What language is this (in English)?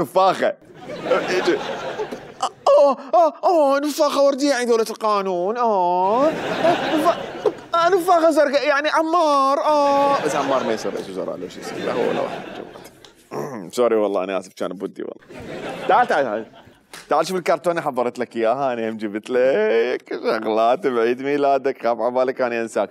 Mesopotamian Arabic